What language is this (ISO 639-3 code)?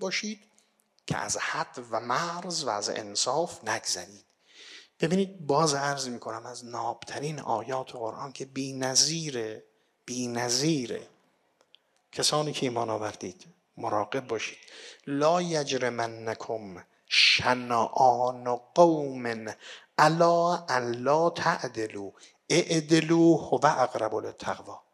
fas